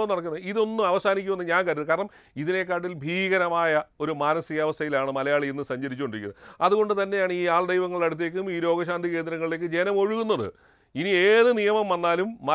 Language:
Malayalam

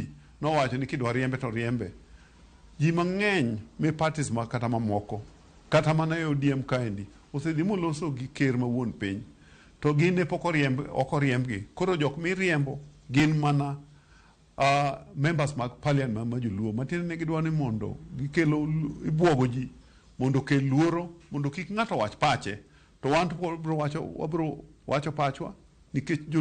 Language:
Luo (Kenya and Tanzania)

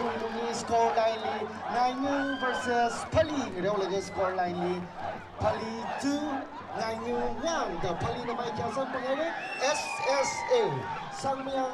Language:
Tangkhul Naga (India)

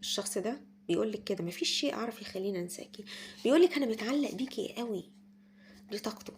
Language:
Egyptian Arabic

